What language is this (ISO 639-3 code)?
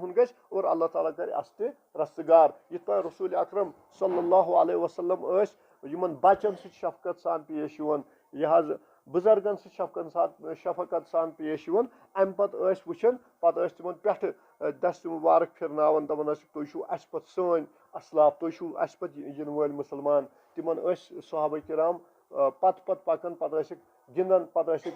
kas